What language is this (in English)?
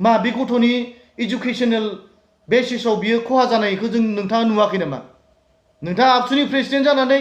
Bodo